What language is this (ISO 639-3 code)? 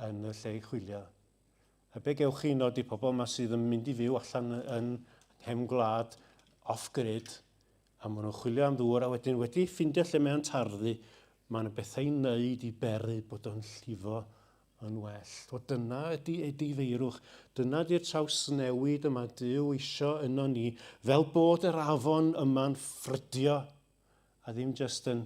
cym